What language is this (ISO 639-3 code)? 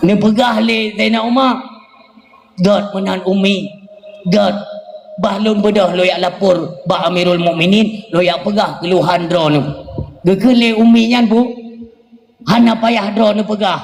ace